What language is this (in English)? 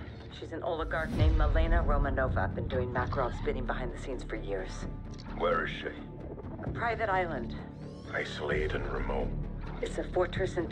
English